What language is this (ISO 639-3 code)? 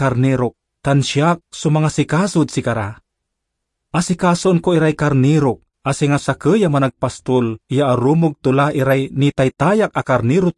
pag